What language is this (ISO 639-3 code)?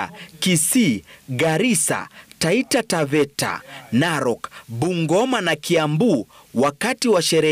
swa